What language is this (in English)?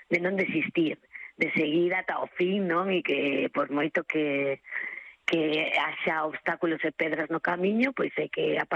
Galician